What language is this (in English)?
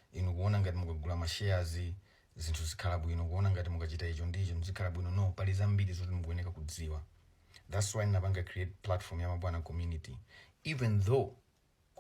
Nyanja